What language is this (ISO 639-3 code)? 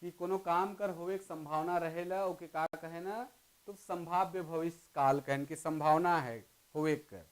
sck